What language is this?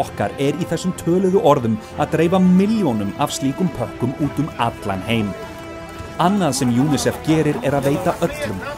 Icelandic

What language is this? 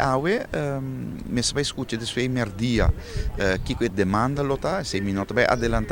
Papiamento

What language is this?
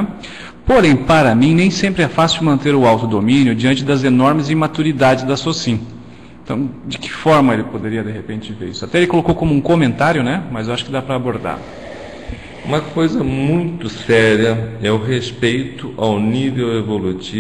Portuguese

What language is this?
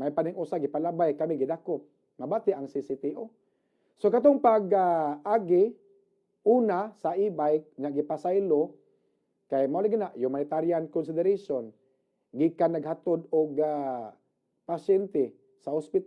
Cebuano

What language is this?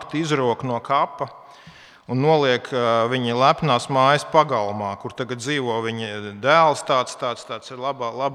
Latvian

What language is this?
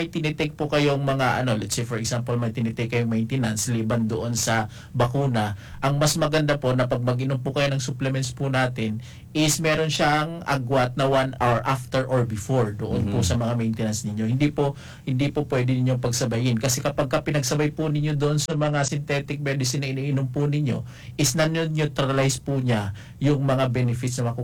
Filipino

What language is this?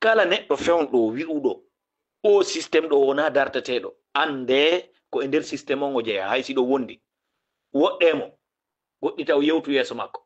Fula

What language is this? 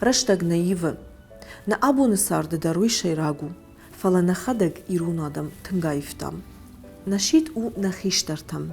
Ossetic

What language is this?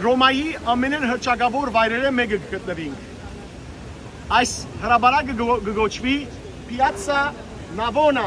Western Armenian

